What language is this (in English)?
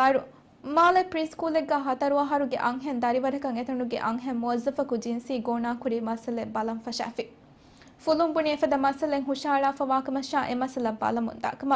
Divehi